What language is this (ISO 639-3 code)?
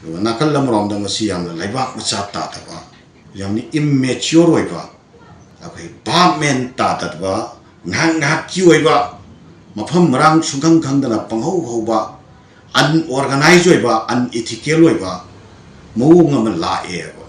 mni